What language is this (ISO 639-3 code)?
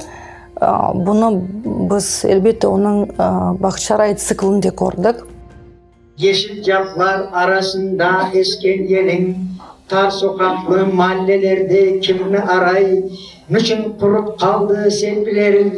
crh